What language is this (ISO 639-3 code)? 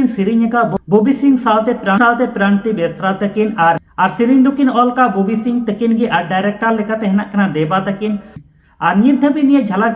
sat